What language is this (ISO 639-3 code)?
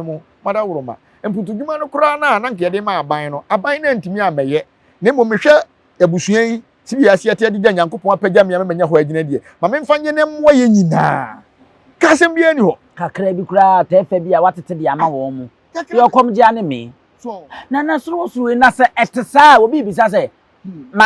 aka